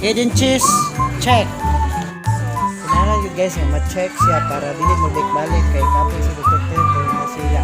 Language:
Cebuano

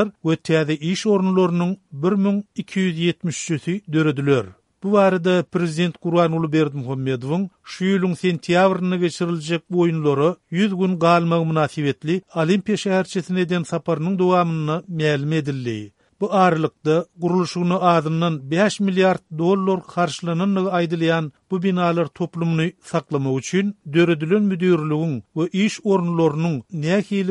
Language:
Turkmen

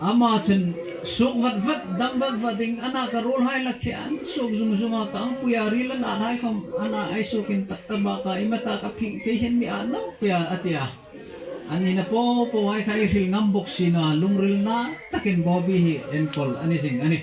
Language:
Hmar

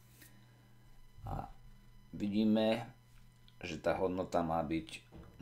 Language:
Slovak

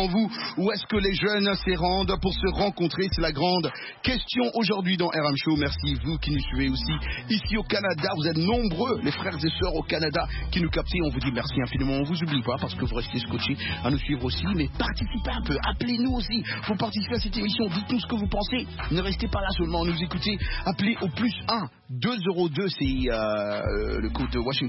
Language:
French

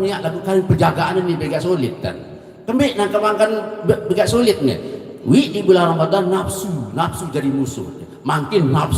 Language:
Sasak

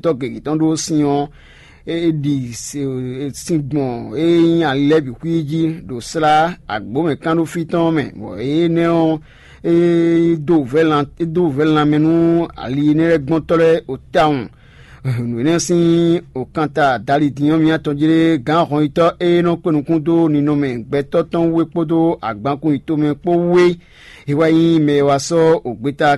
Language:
Fon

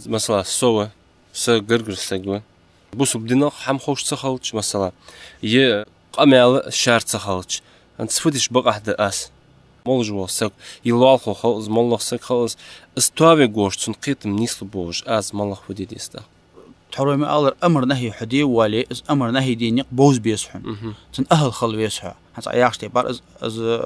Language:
Ingush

